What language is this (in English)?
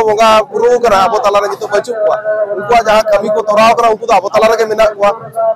Santali